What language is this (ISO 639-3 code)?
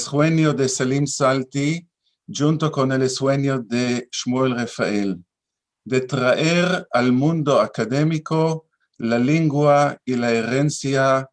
lad